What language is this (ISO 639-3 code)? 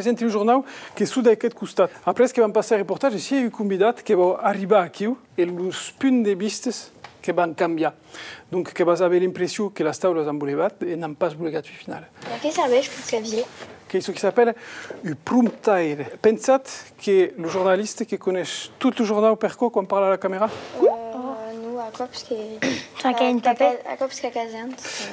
oci